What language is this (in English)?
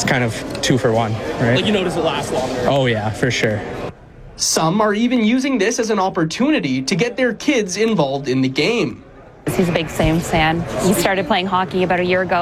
English